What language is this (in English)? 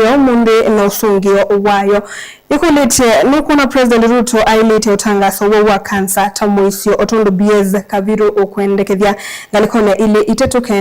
Kamba